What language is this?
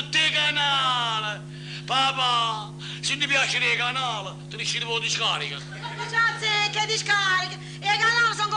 Neapolitan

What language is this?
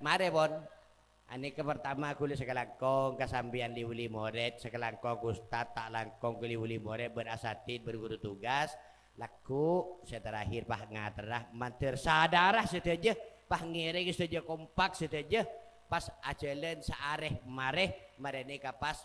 Madurese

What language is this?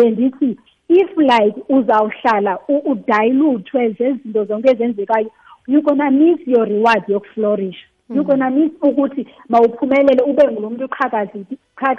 Xhosa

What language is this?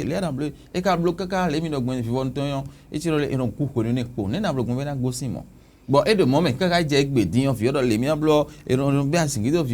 Fon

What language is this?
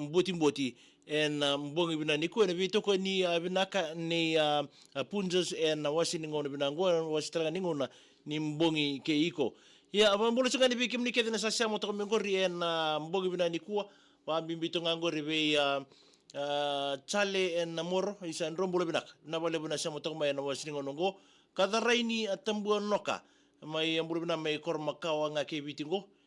Fijian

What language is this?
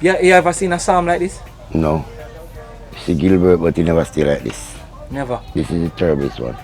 Jamaican Creole English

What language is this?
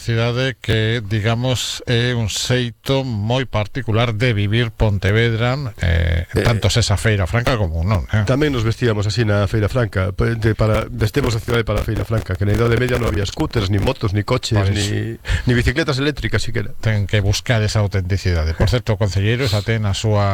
Galician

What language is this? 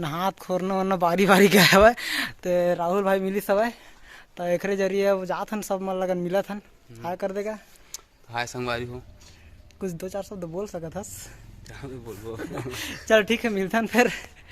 Chhattisgarhi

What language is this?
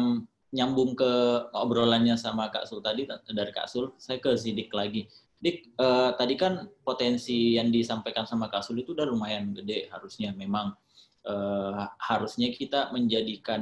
Indonesian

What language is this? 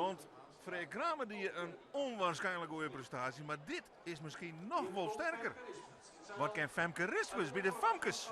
Western Frisian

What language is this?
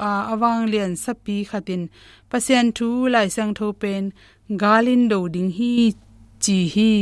Tedim Chin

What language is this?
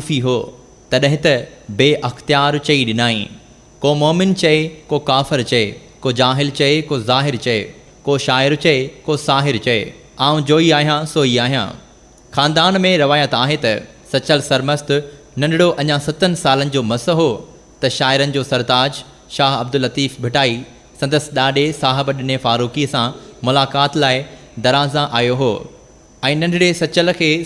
Sindhi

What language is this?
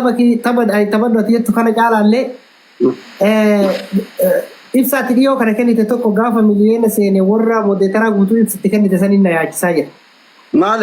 Oromo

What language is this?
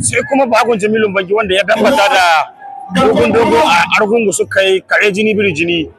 Hausa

